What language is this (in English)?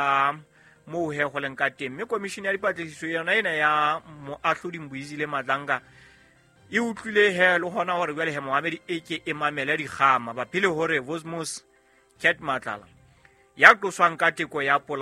Southern Sotho